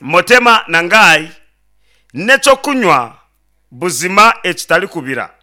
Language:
Nyankole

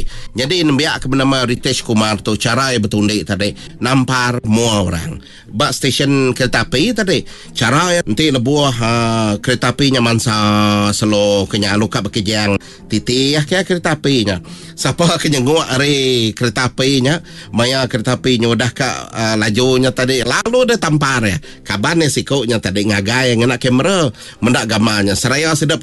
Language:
Iban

